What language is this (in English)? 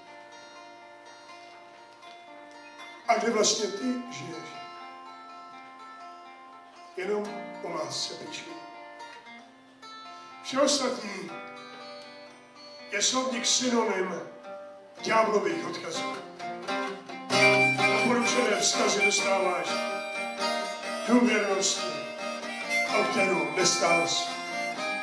Czech